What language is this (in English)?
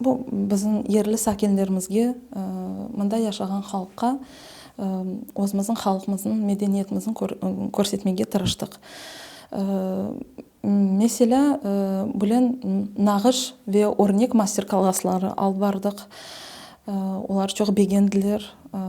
Crimean Tatar